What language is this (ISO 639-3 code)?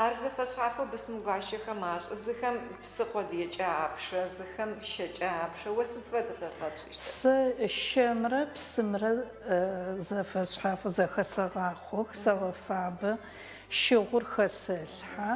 ady